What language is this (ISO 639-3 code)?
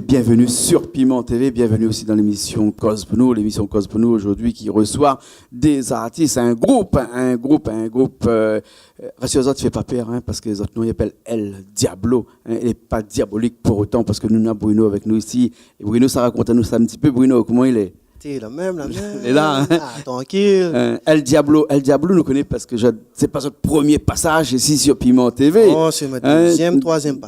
rcf